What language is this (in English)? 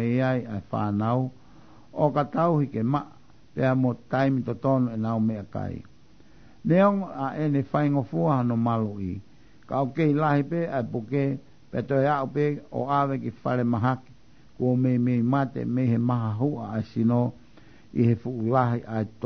Tongan